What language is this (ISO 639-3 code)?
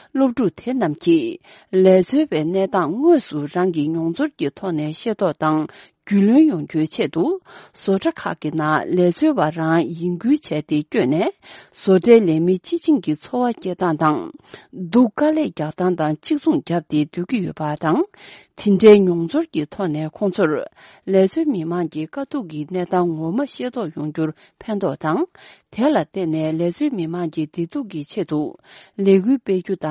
bod